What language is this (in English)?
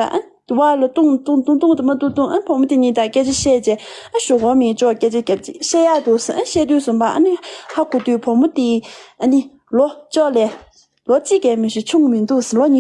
Tibetan